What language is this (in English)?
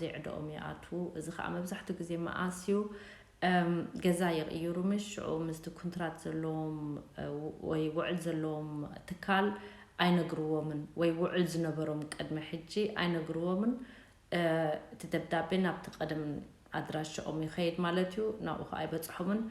Tigrinya